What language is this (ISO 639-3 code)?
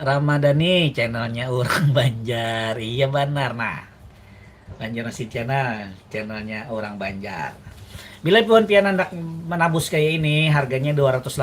bjn